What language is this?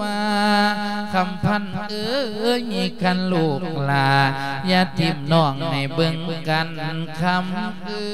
Lao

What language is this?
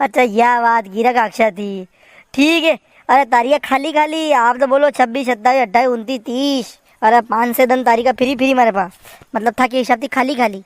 Rajasthani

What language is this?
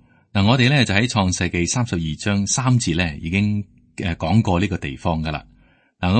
Cantonese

